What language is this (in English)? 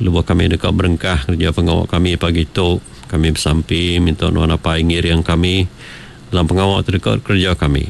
Iban